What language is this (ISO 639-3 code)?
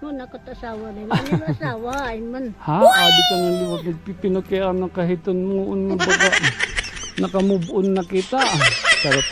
war